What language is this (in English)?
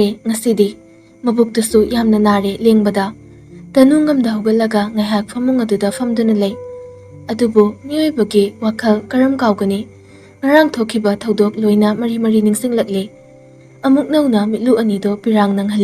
Manipuri